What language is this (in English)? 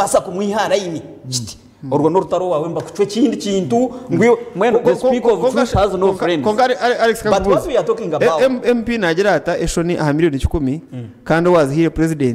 Nyankole